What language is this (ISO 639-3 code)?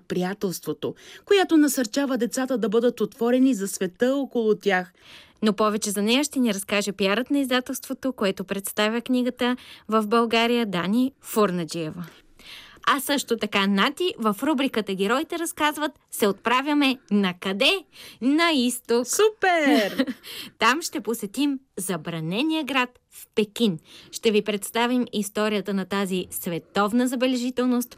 bul